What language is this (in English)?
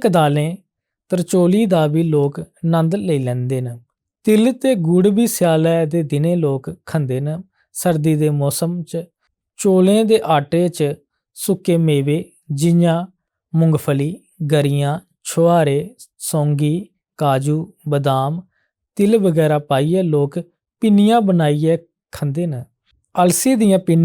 Dogri